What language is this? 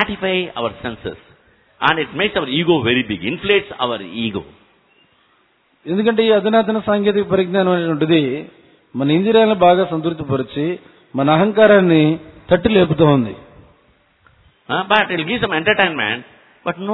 Telugu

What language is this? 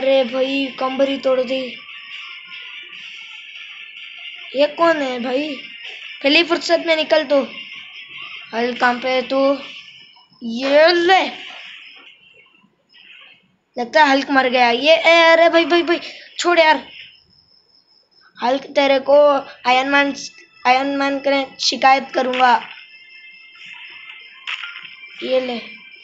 Hindi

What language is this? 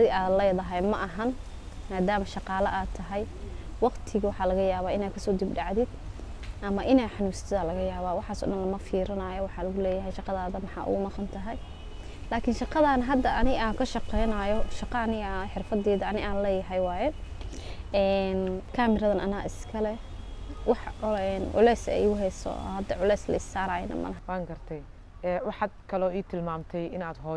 Somali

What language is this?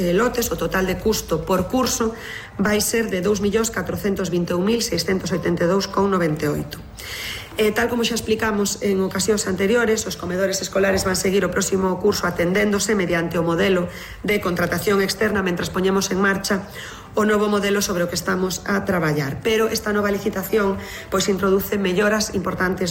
Galician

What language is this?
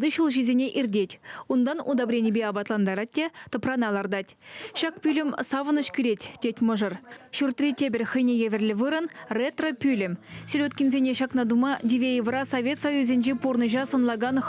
Chuvash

